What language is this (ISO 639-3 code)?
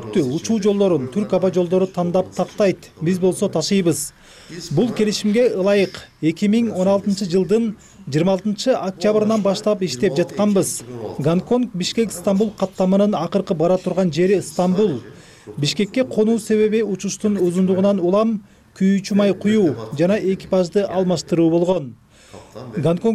kir